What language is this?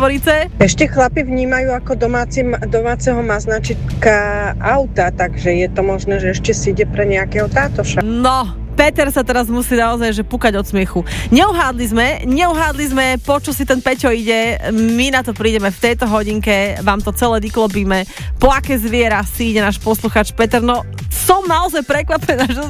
Slovak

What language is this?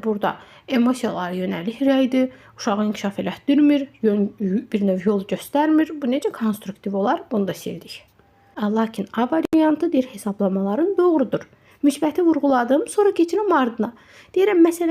Azerbaijani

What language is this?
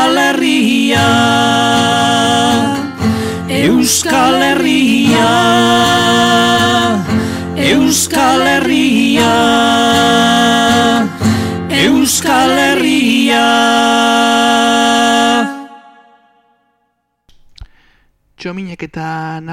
Basque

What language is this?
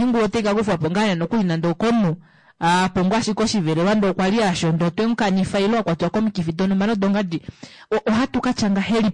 Kuanyama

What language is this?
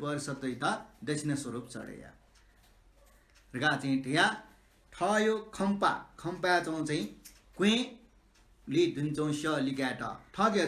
Newari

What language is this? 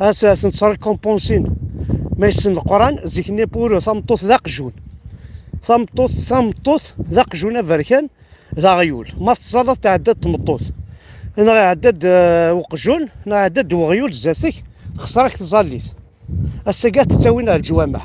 Kabyle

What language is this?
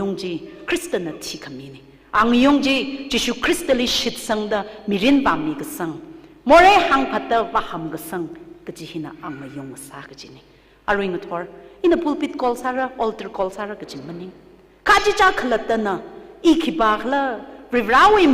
Tangkhul Naga (India)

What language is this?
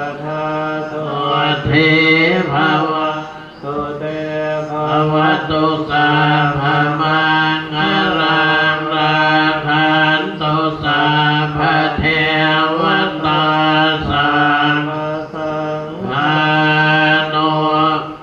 Pali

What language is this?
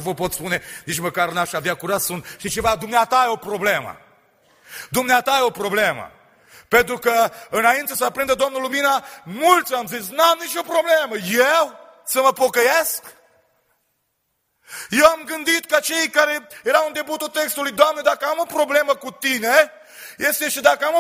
Romanian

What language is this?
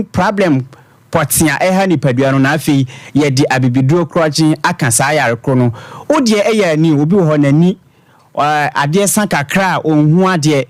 Akan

